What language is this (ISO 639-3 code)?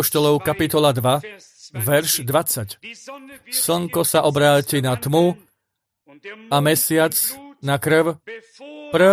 slk